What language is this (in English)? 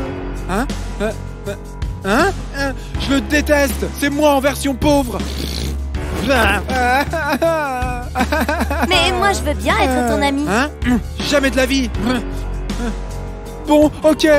French